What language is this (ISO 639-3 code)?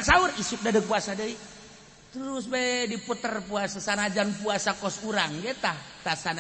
sun